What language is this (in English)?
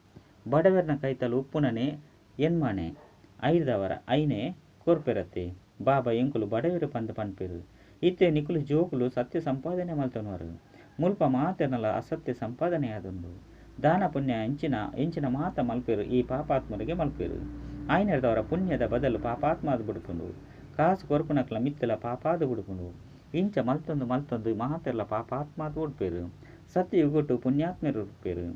Tulu